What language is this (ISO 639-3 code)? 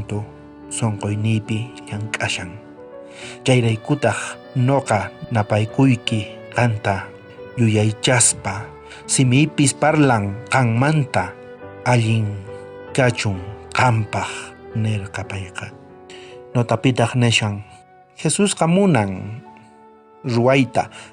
quh